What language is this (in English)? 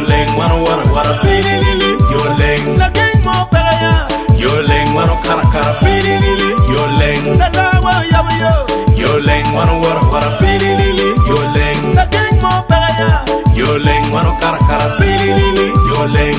Acoli